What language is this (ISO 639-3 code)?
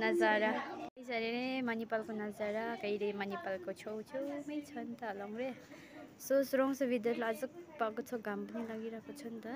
nep